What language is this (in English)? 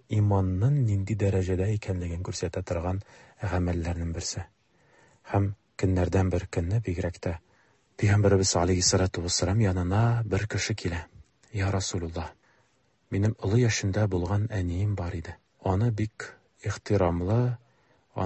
Tatar